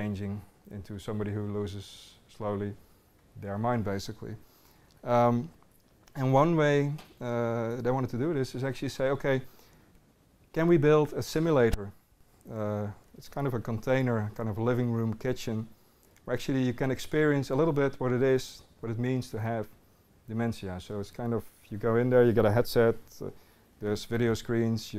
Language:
English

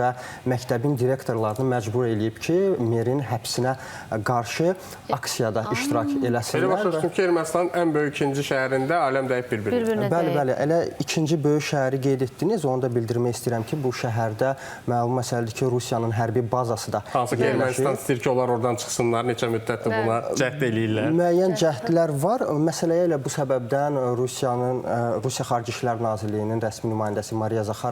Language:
Azerbaijani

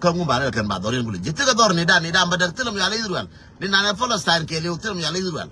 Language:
Nuer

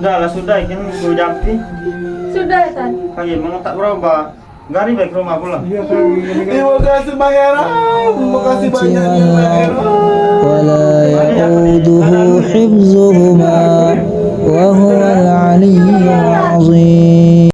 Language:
Musi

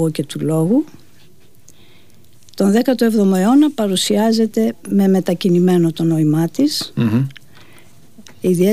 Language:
Greek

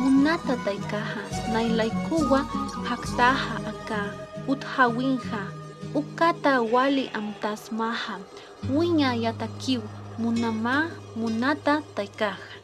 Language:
Aymara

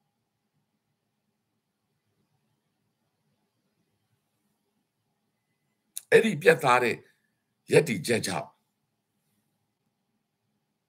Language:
Burmese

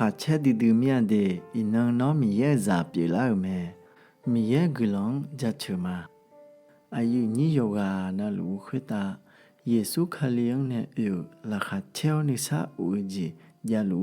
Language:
Akha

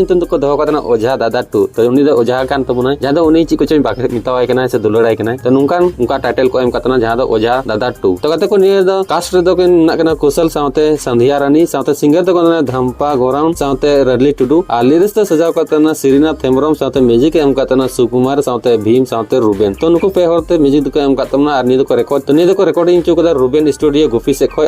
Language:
Santali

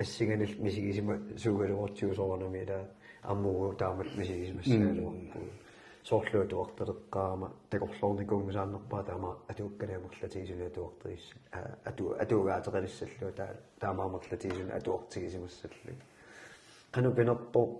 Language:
Kalaallisut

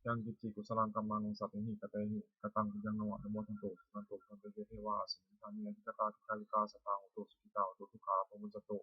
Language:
Pali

